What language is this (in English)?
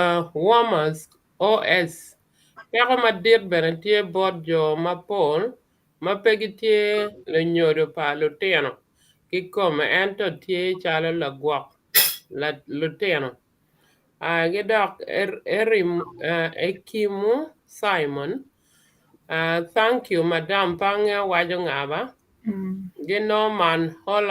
Acoli